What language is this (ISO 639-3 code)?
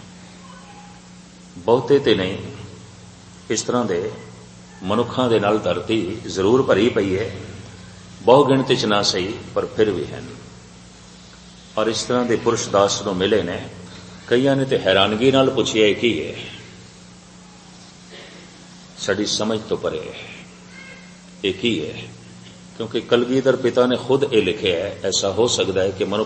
pan